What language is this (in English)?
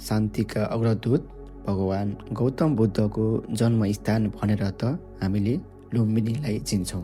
Nepali